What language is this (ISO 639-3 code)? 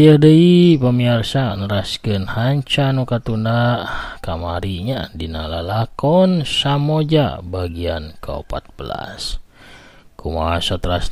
sun